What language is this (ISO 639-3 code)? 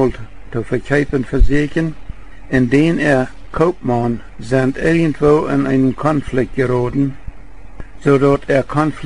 pdt